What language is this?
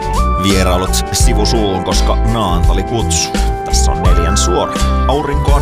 Finnish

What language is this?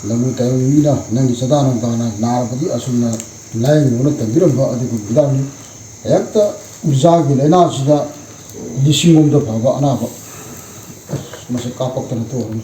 Manipuri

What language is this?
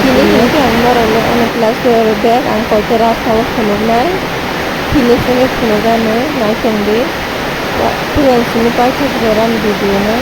Kok Borok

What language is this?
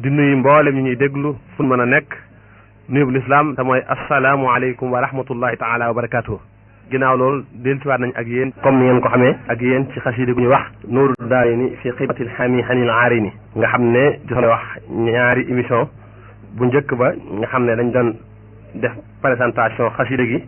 Wolof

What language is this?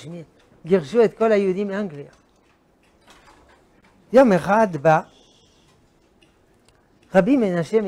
Hebrew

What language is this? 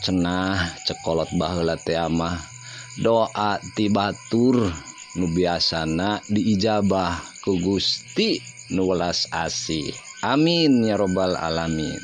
Sundanese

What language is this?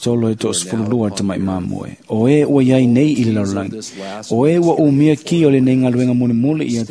Samoan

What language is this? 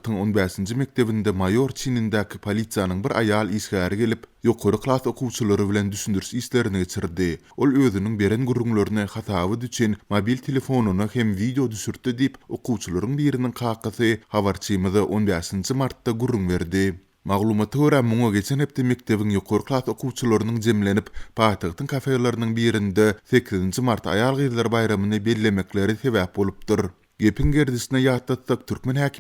Turkmen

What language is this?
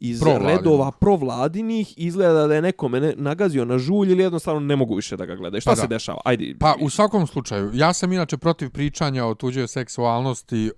Bosnian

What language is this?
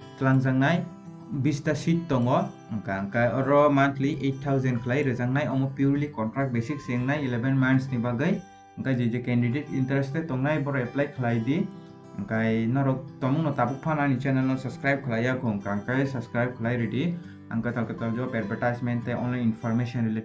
Kok Borok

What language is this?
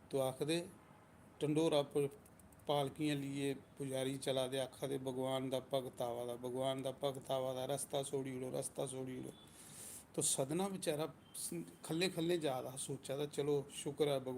Dogri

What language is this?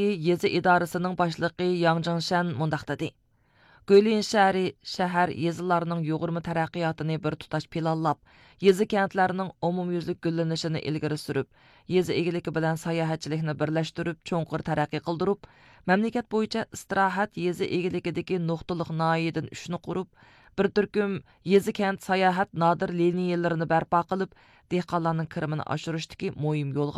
Uyghur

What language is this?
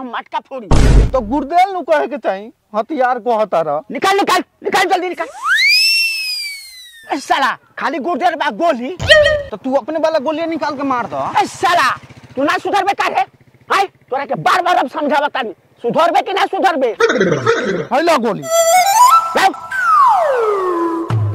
Bhojpuri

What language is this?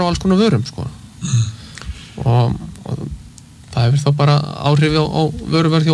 Icelandic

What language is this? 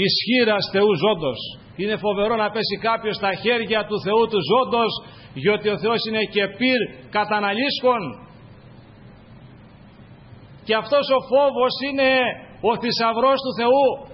Greek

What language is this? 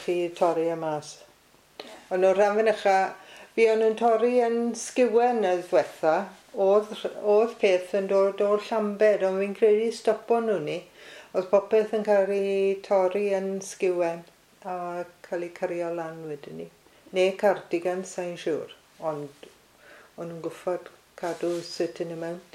Welsh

